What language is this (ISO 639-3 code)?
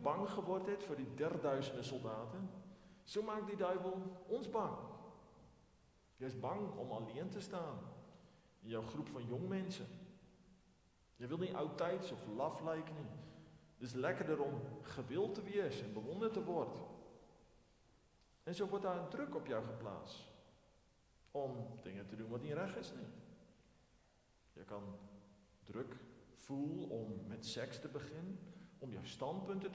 afr